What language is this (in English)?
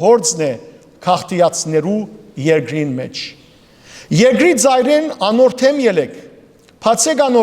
Western Armenian